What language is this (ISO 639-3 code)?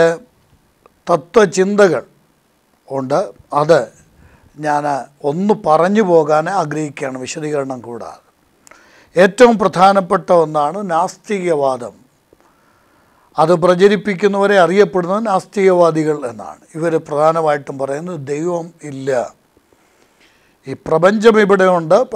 mal